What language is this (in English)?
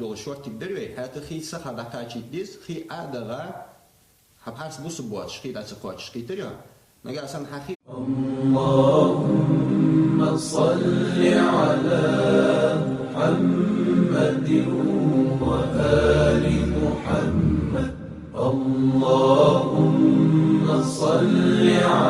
Ingush